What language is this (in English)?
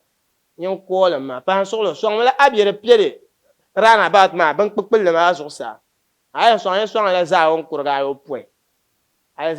Dagbani